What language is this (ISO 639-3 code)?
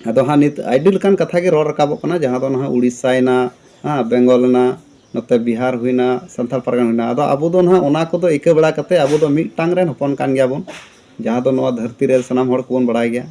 sat